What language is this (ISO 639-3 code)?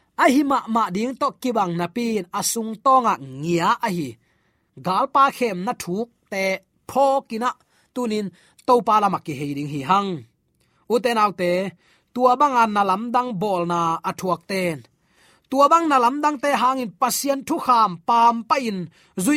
ctd